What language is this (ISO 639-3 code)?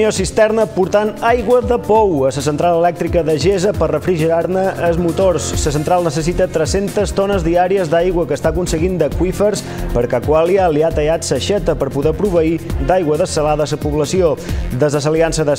cat